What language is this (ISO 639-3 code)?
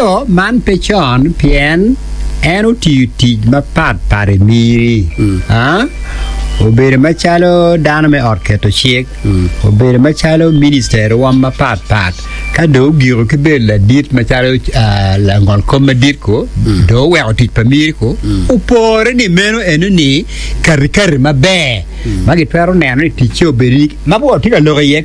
ach